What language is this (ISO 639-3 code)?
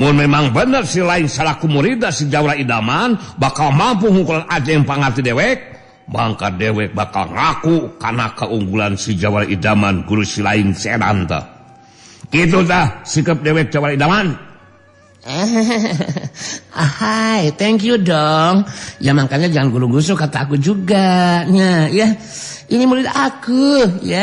sun